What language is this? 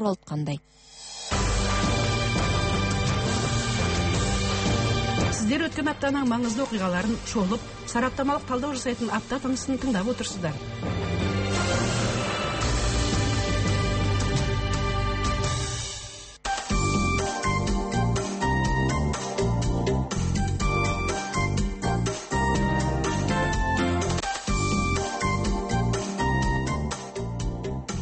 Kazakh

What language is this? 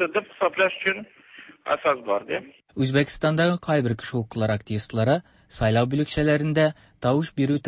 Tatar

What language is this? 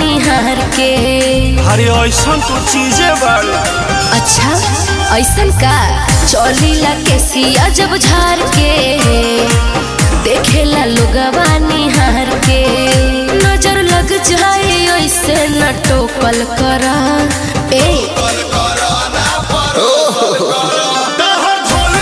Bhojpuri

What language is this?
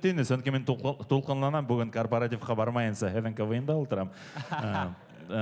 Bashkir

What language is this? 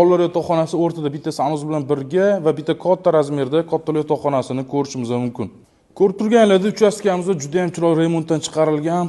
Uzbek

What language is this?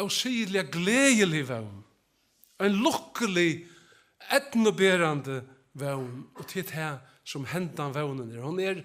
Faroese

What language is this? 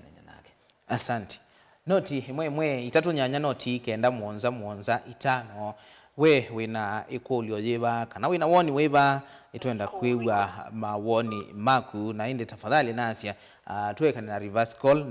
Kamba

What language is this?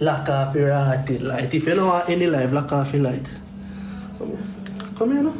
Jamaican Creole English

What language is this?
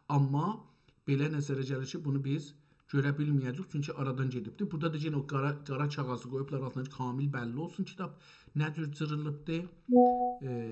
South Azerbaijani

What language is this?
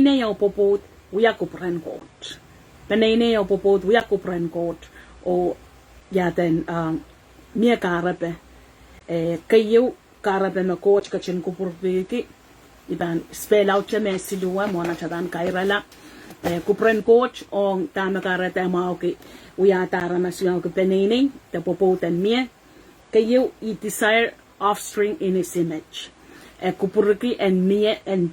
Pohnpeian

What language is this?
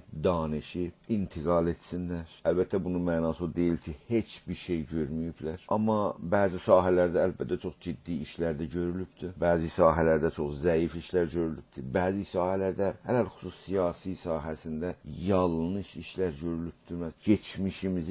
South Azerbaijani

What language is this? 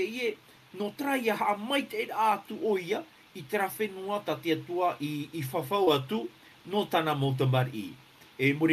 Tahitian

